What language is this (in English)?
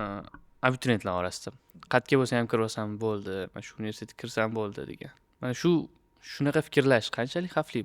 Uzbek